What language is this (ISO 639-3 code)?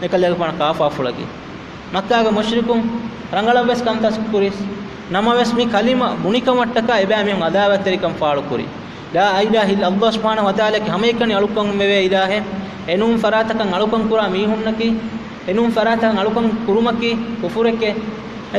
div